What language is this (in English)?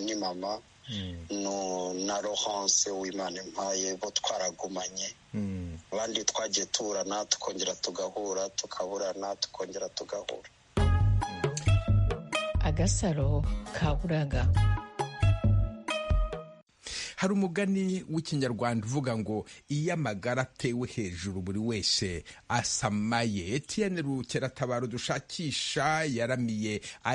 Kinyarwanda